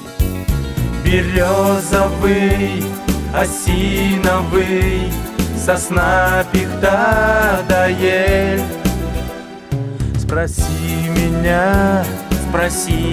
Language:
Russian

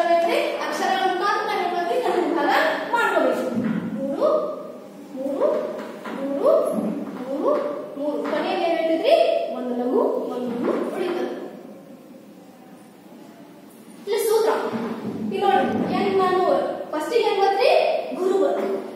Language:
Kannada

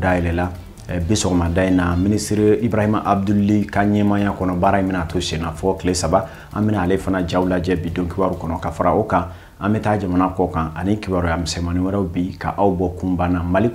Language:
Bambara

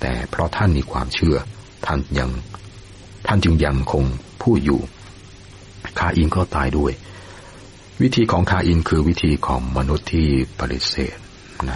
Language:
Thai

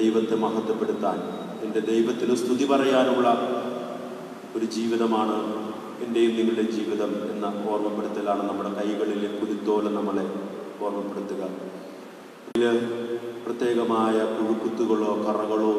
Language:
Malayalam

